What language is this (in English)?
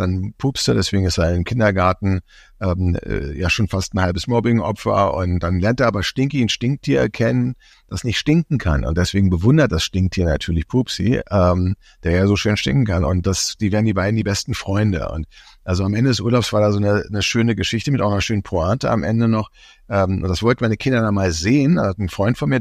German